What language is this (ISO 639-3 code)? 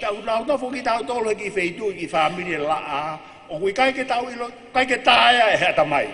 ton